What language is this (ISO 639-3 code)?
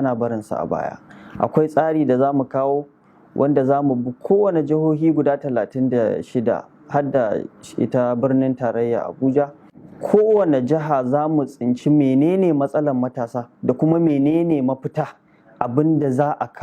hau